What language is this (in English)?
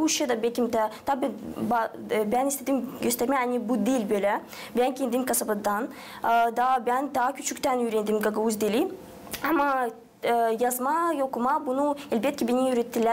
Gagauz